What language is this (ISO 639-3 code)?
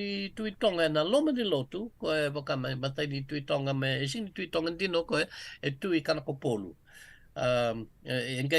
fij